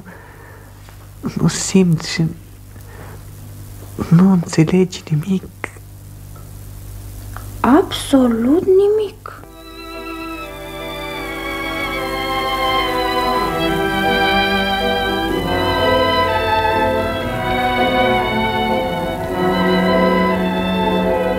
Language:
Romanian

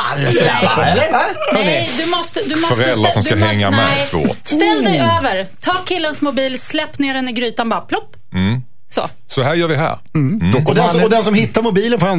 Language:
Swedish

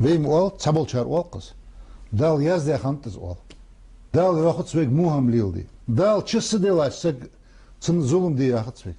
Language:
Ingush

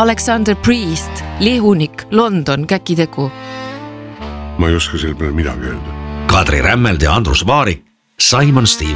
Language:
Estonian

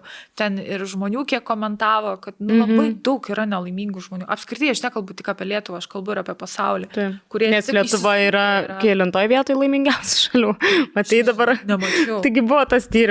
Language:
Lithuanian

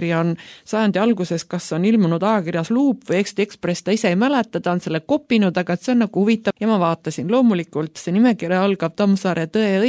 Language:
Estonian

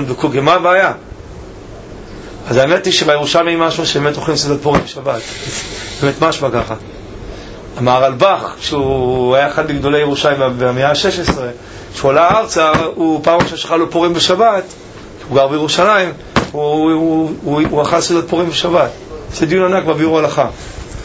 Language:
Hebrew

